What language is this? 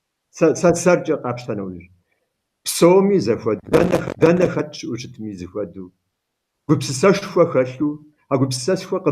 Kabardian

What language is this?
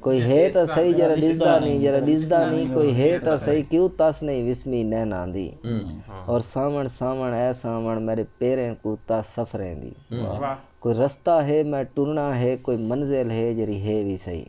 Saraiki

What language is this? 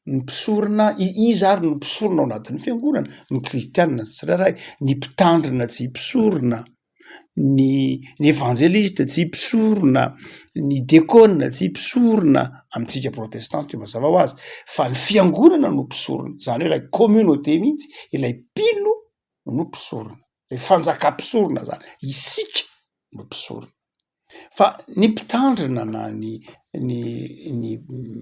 Malagasy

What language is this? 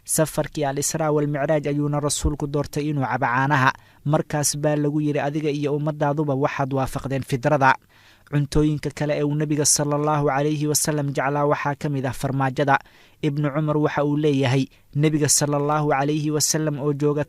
Somali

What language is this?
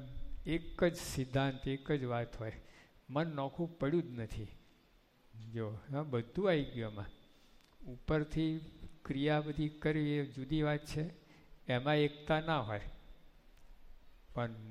Gujarati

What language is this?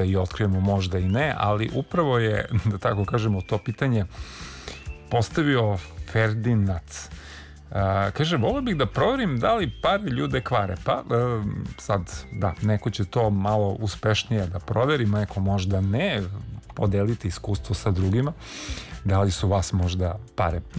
Serbian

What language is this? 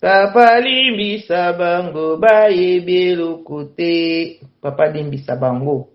Lingala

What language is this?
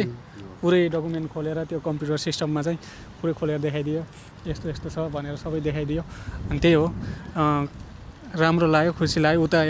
Nepali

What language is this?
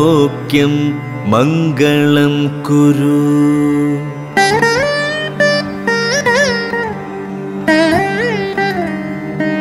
Malayalam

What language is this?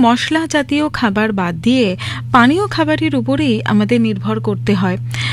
Bangla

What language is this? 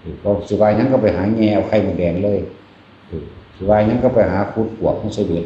Northeastern Thai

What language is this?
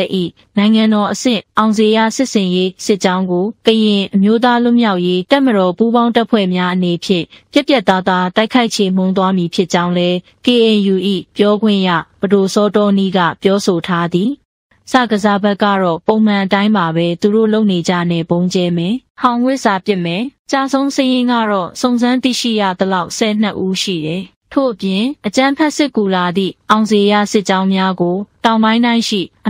Burmese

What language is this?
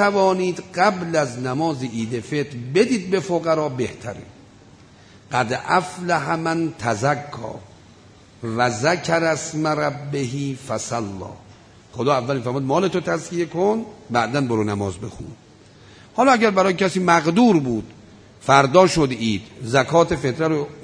Persian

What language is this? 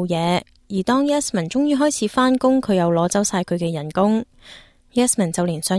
Cantonese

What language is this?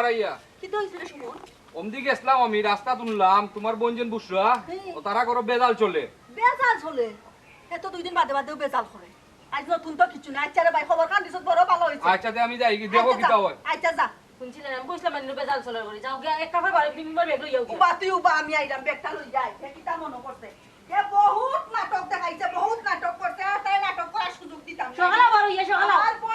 Sylheti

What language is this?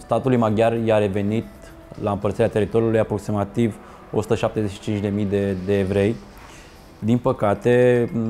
Romanian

